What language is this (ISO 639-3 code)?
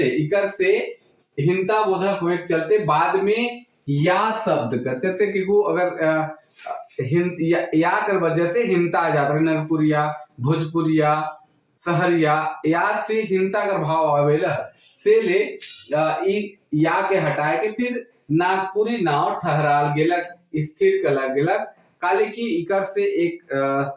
sck